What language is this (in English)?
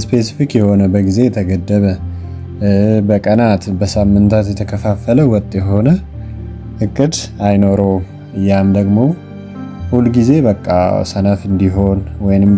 Amharic